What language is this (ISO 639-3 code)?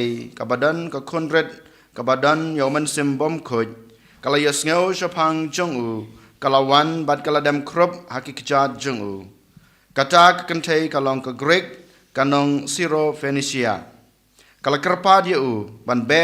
kha